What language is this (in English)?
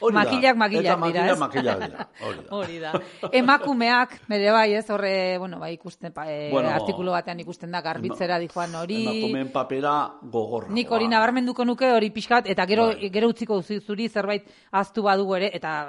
Basque